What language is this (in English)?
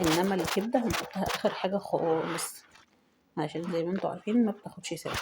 Egyptian Arabic